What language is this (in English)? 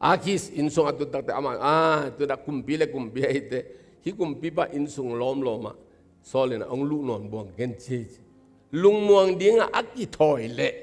Tedim Chin